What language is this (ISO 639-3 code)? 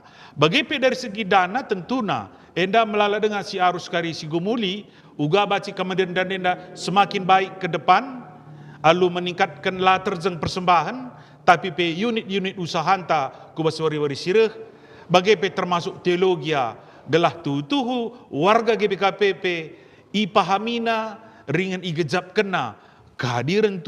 btx